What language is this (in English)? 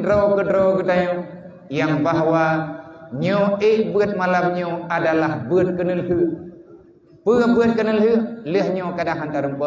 Achinese